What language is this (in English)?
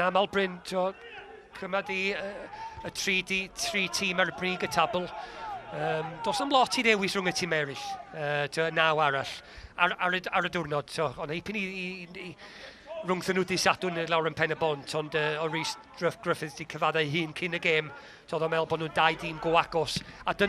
Welsh